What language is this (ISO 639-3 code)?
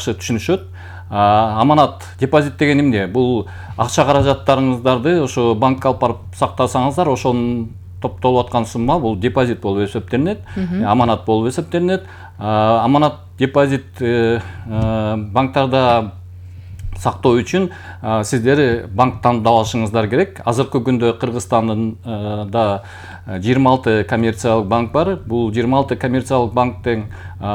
kir